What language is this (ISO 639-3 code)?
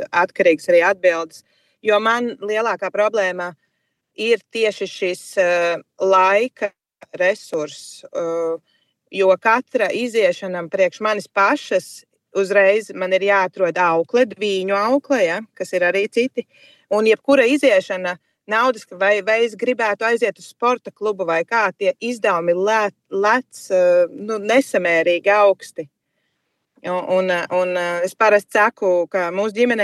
lav